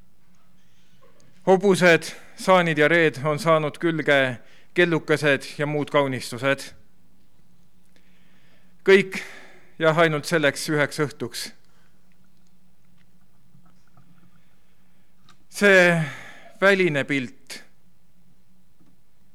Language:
Estonian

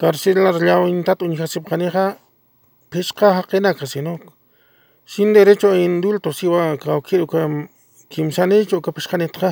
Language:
Aymara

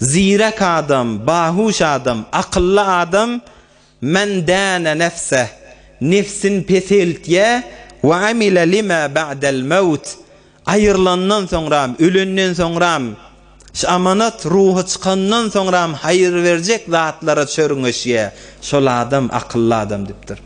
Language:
Turkmen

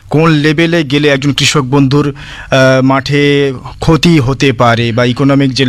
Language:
Bangla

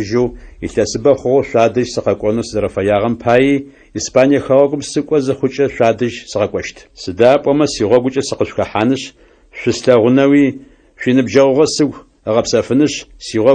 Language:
Adyghe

